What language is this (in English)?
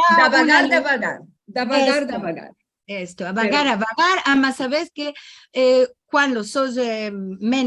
Ladino